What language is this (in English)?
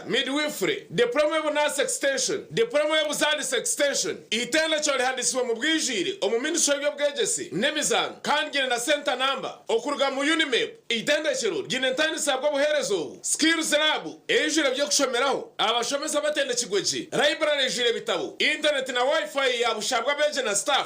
Nyankole